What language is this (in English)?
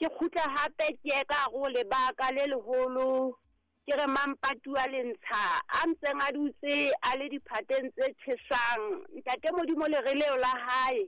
Southern Sotho